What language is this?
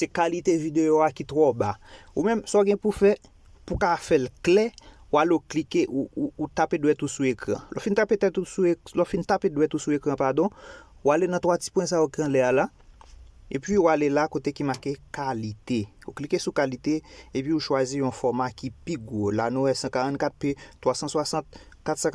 Haitian Creole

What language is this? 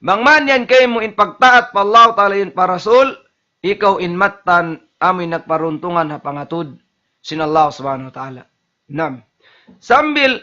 Tausug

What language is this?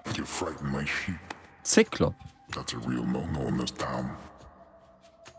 Polish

